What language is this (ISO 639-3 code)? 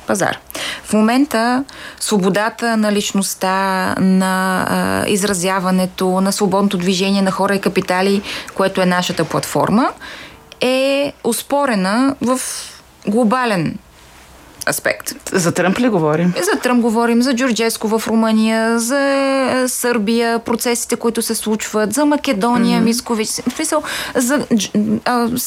bul